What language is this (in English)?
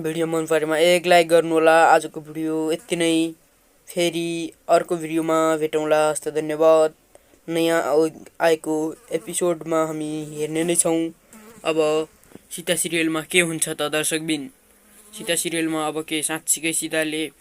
Nepali